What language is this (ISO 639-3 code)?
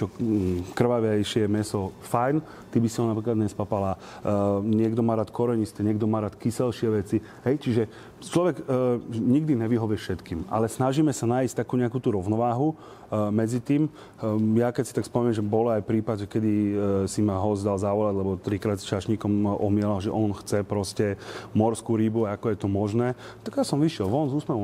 slk